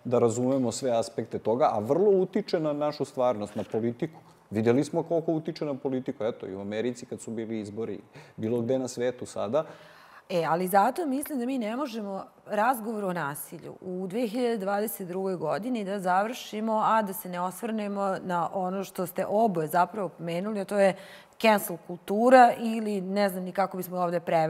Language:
Serbian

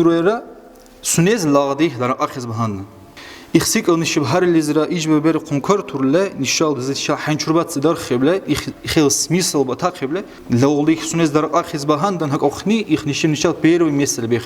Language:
Dargwa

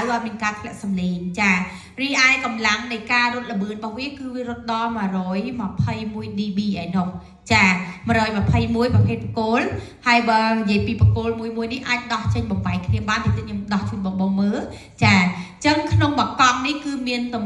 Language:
Khmer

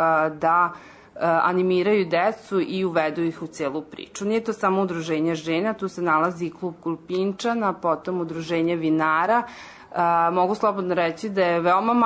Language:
Serbian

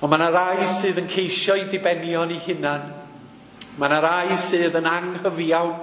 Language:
Welsh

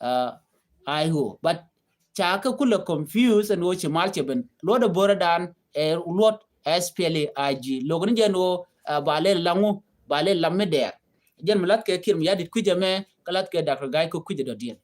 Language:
Nuer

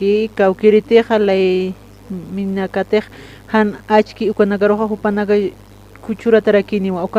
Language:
Aymara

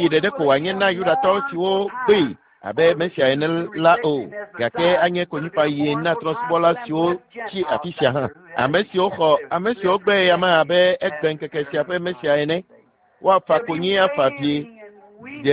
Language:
Ewe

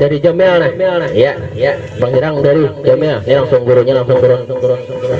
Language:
Banjar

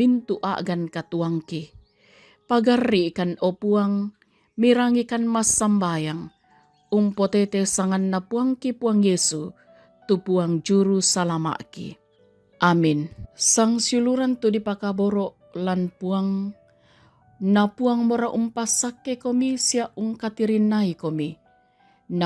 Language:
Toraja-Sa'dan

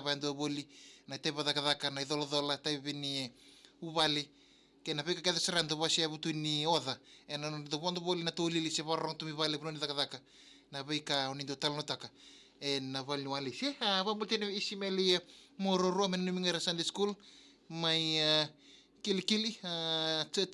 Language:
Fijian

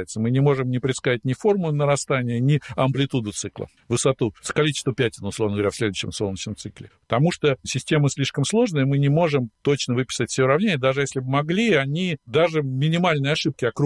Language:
Russian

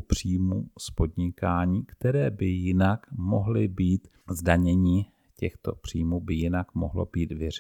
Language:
Czech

